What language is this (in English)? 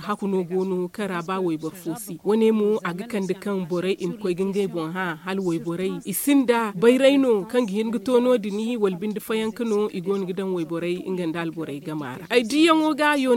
Zarma